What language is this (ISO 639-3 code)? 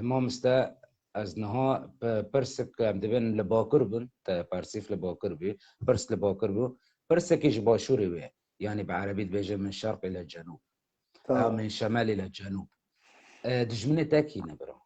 kur